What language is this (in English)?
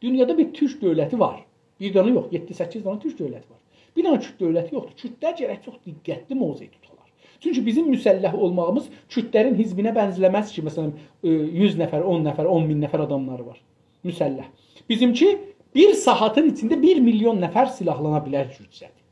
South Azerbaijani